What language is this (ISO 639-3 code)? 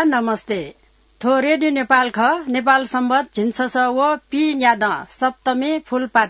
new